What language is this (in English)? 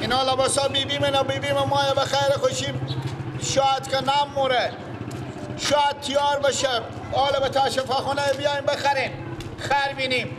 Persian